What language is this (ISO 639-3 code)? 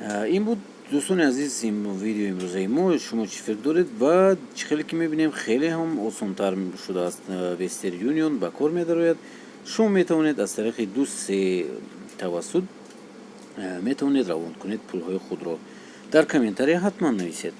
tgk